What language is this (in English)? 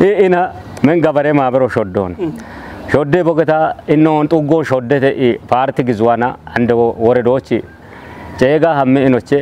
Kafa